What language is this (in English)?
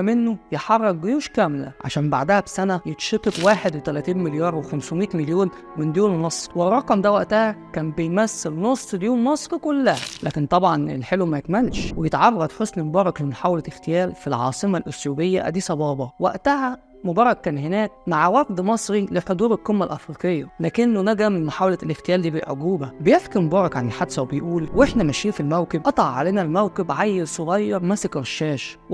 Egyptian Arabic